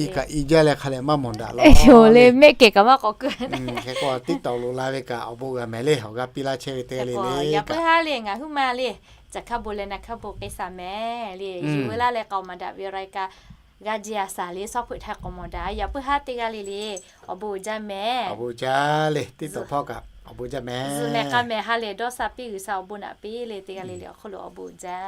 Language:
Lahu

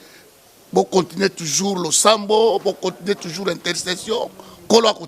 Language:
Lingala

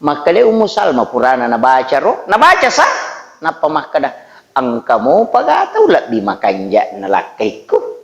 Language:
Buginese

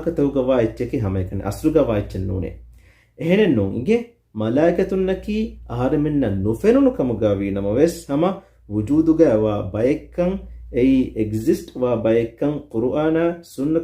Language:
Divehi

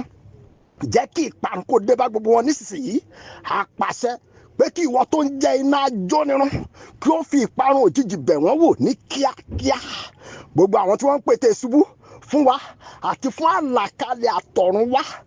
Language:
Yoruba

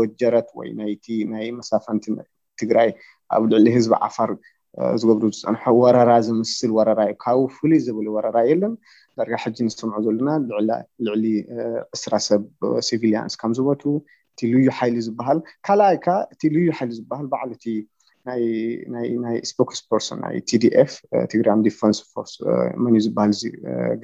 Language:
Tigrinya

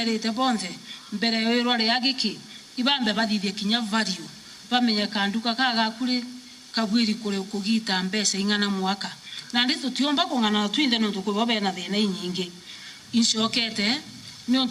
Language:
Meru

